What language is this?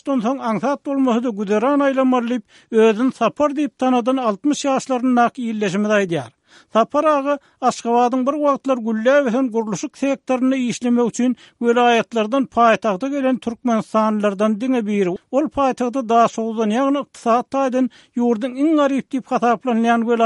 Turkmen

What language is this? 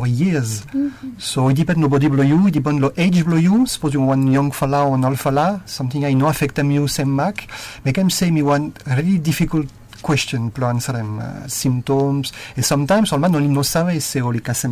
Bislama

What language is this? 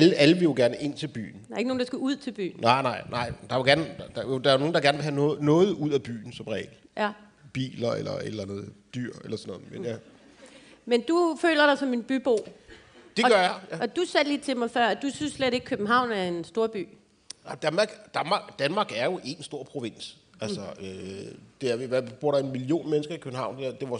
Danish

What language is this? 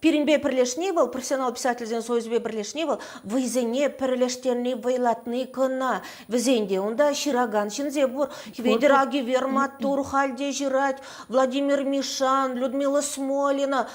Chuvash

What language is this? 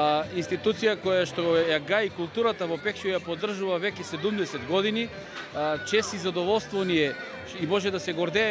Macedonian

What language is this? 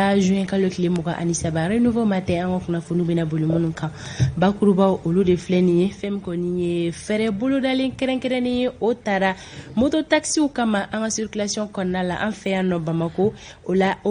Bambara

